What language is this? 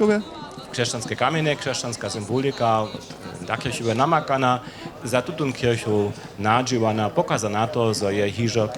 Upper Sorbian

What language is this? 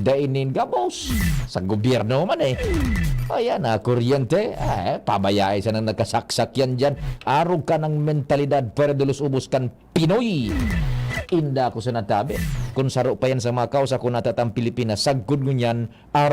Bikol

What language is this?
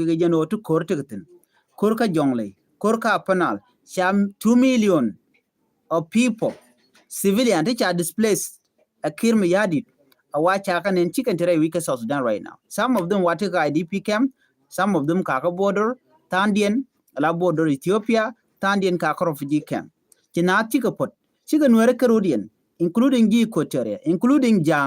Nuer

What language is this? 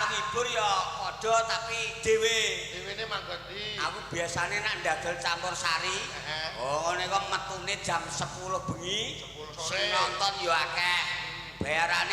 Javanese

